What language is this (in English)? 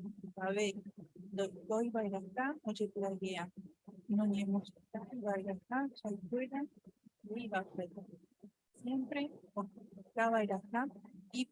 Guarani